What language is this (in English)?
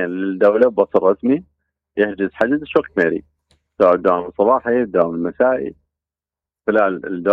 Mesopotamian Arabic